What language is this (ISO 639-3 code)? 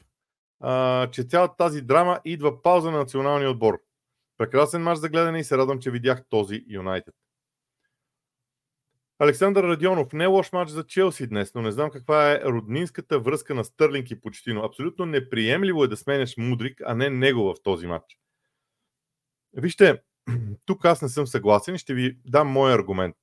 bul